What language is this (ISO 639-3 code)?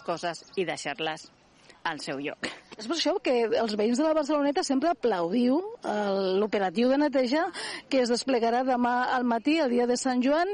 cat